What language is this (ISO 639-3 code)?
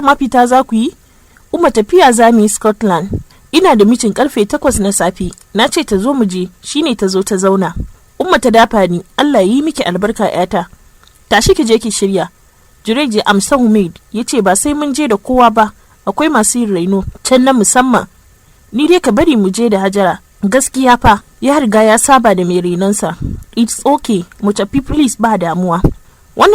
hau